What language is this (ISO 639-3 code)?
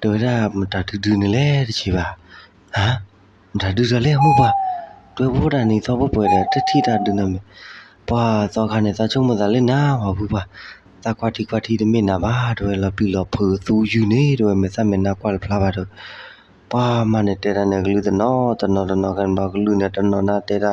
ksw